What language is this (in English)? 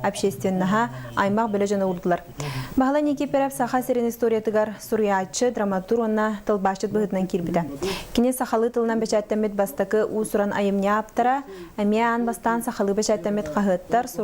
Yakut